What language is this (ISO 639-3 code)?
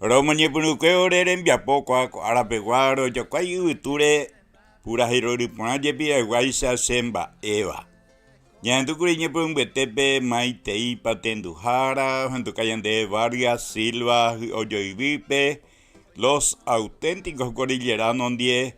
grn